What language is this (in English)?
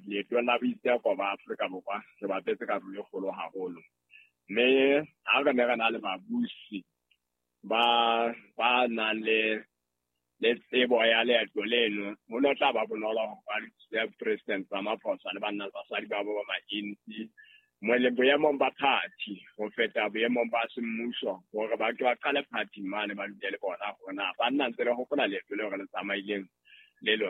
Southern Sotho